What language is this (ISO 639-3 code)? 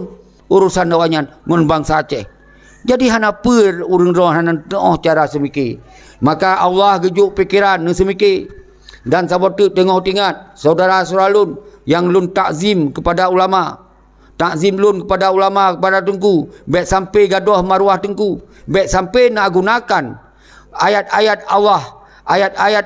ace